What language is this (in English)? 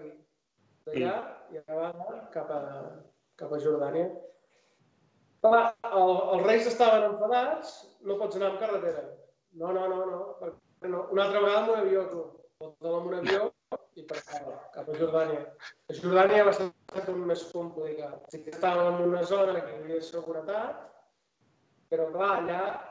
Catalan